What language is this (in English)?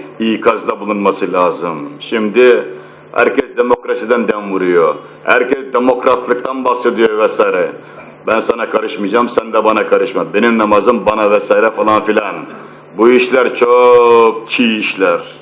Turkish